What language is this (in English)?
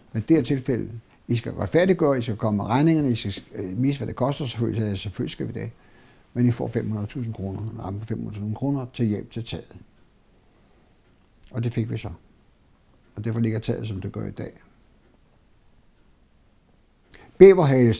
Danish